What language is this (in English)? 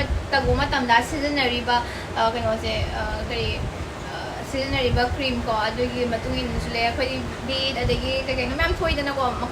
Manipuri